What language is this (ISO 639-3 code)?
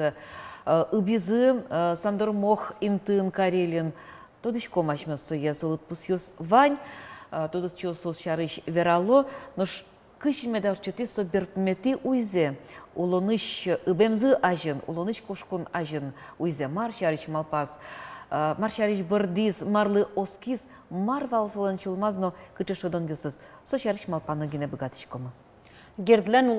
udm